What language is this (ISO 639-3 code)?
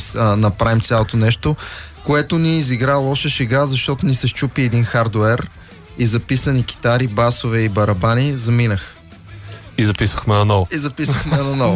bul